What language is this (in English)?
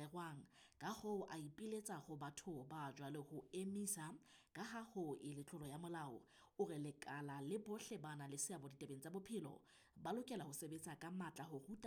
Southern Sotho